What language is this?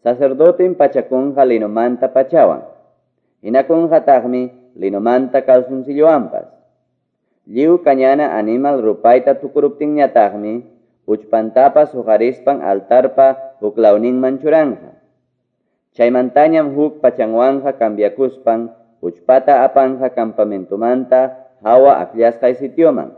Quechua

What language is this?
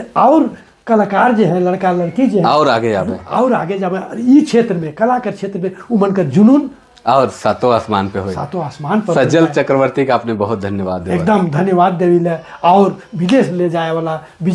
Sadri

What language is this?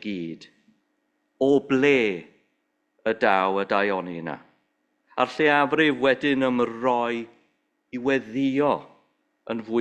Welsh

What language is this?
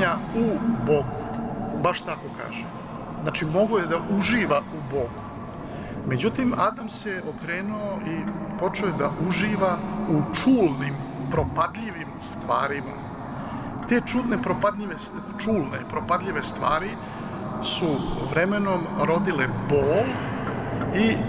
Serbian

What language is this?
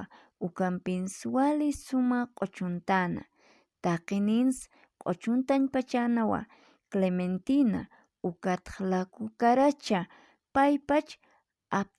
Aymara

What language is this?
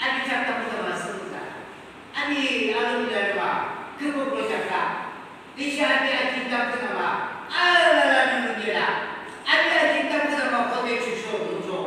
Yimchungru Naga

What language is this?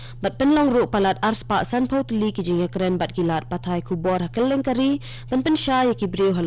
Khasi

